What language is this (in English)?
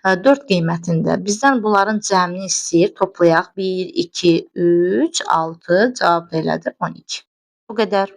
Azerbaijani